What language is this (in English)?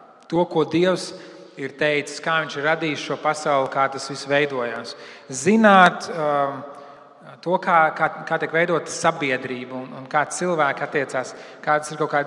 Latvian